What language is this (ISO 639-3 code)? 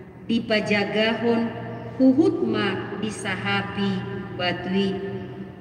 bbc